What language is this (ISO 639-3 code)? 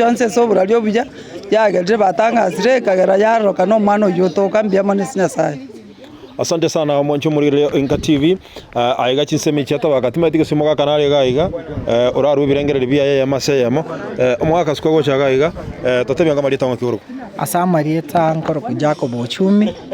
guz